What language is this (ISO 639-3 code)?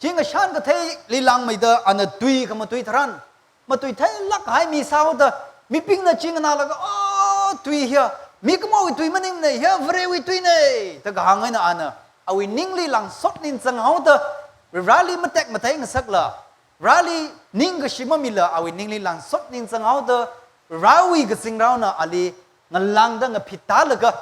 nmf